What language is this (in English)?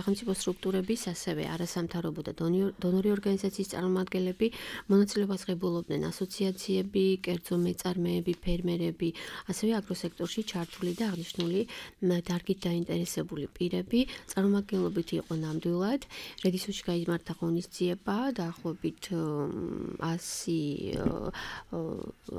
Georgian